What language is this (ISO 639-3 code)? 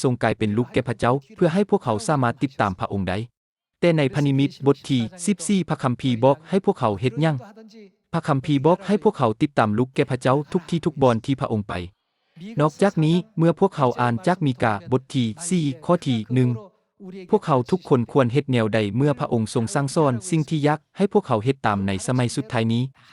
lao